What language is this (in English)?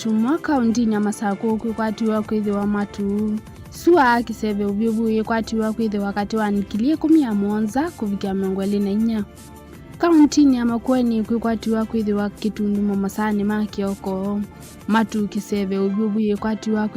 Kamba